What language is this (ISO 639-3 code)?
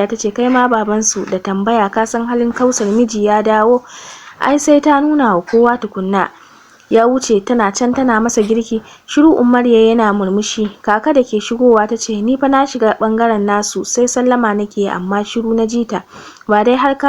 hau